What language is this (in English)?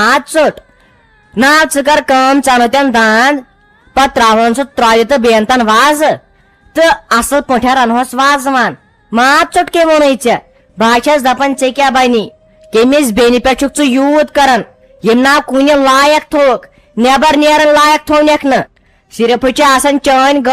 Kashmiri